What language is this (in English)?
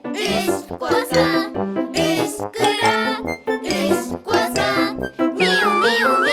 Yakut